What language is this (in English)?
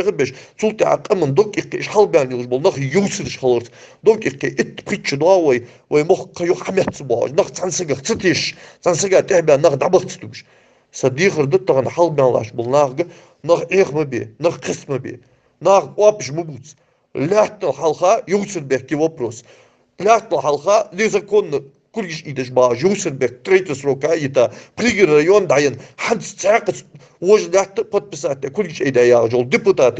Ingush